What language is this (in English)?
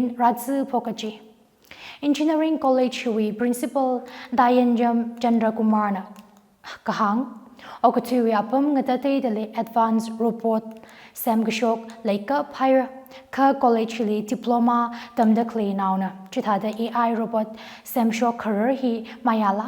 Tangkhul Naga (India)